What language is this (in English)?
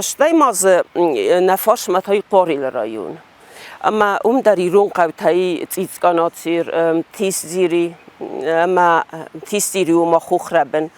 Ossetic